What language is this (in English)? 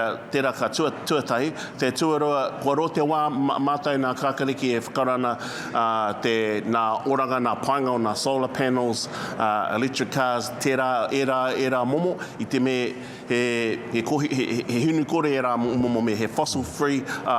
Māori